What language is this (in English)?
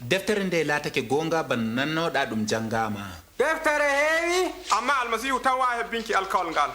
Adamawa Fulfulde